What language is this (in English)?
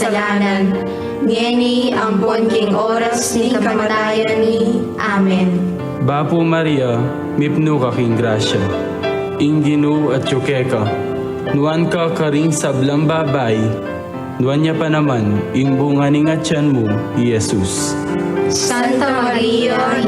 Pampanga